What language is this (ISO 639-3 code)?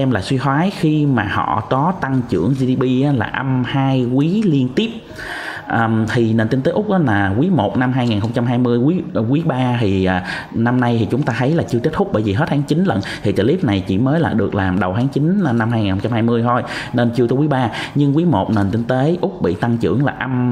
vie